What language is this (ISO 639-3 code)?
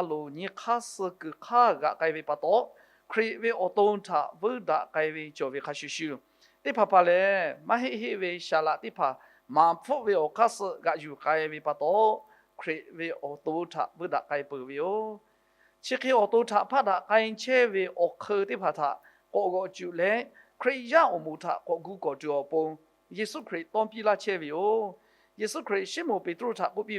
lhu